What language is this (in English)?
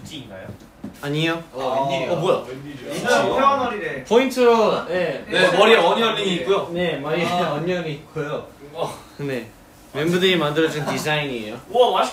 Korean